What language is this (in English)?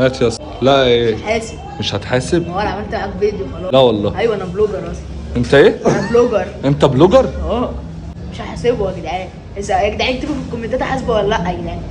Egyptian Arabic